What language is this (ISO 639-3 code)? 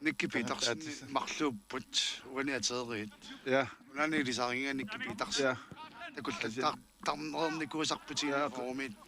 kal